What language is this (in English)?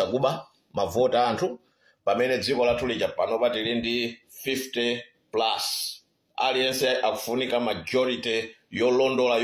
Nyanja